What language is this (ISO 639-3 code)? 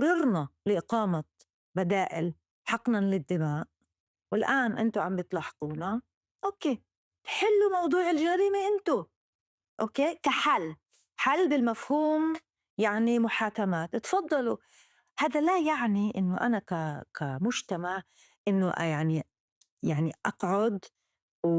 apc